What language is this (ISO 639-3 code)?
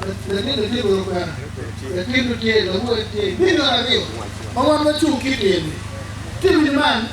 ach